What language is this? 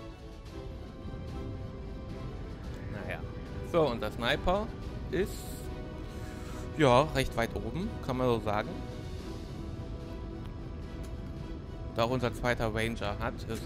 German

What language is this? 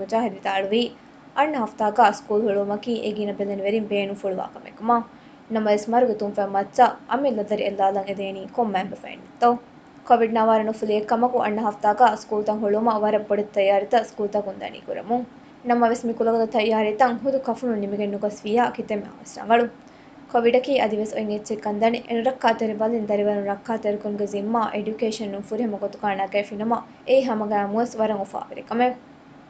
Divehi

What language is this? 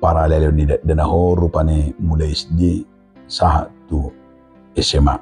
Batak Toba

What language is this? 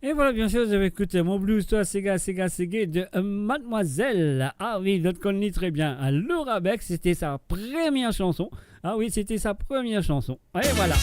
Morisyen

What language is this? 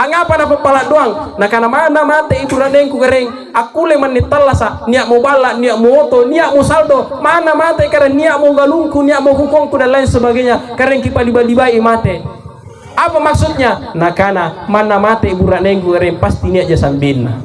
Makasar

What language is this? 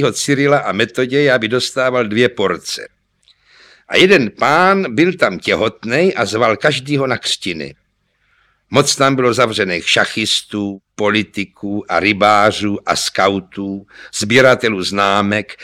Czech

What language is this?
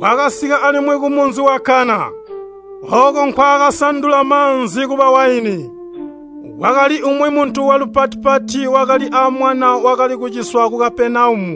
Tonga (Zambia)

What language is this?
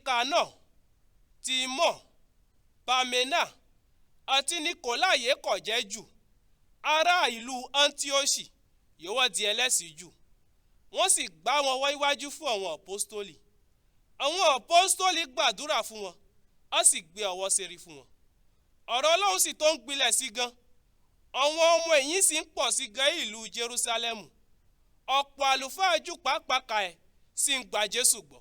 Yoruba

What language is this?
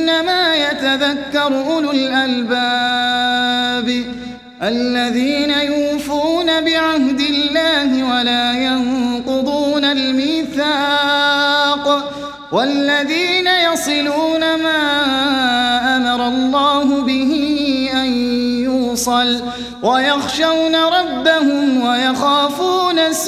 Arabic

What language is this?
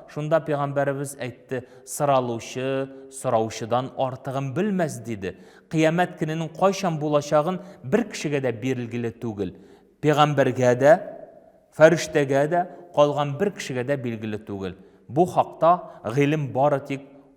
Tatar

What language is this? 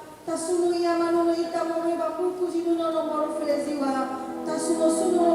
Nias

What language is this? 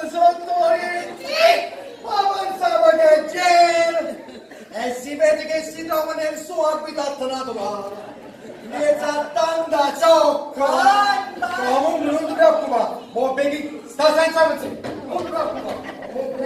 Neapolitan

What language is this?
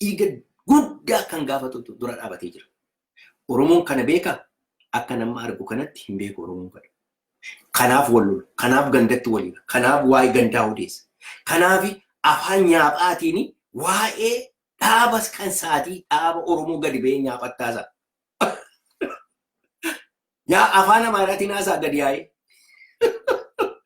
Oromo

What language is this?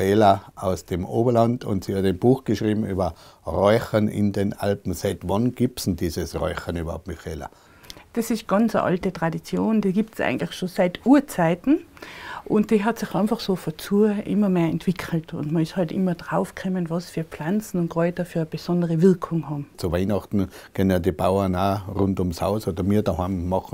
Bavarian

